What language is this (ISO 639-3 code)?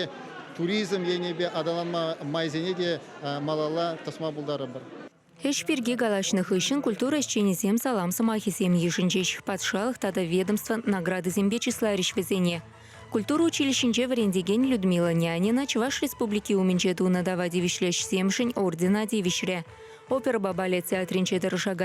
chv